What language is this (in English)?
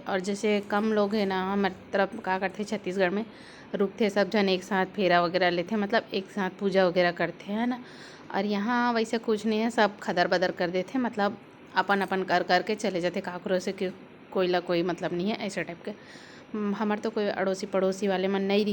Chhattisgarhi